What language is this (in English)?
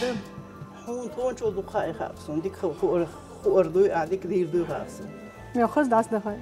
Chechen